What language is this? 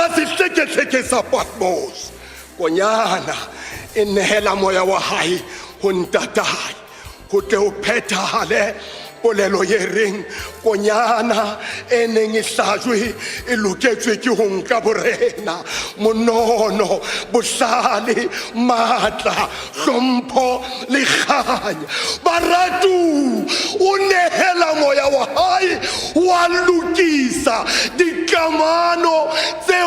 Southern Sotho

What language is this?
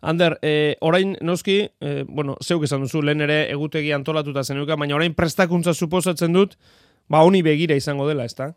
Basque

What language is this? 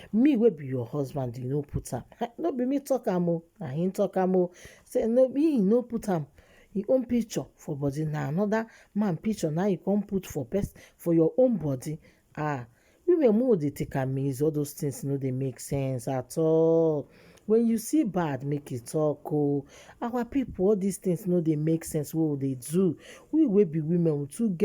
Nigerian Pidgin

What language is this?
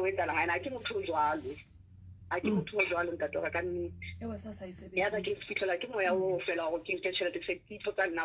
Southern Sotho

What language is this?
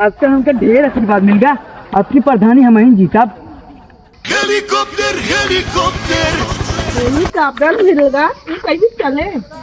Awadhi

